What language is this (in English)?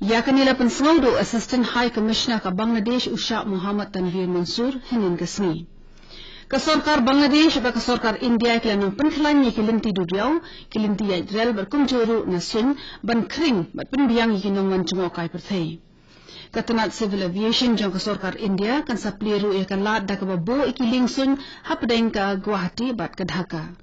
Khasi